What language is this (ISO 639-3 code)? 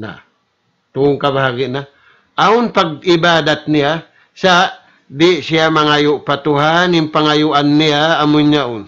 tsg